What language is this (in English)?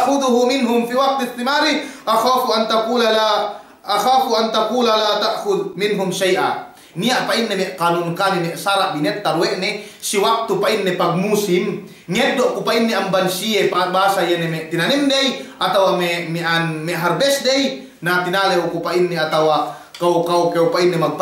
Yakan